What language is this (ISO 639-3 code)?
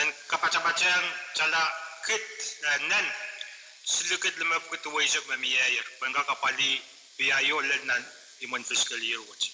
pon